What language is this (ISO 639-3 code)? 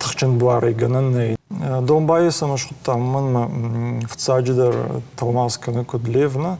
oss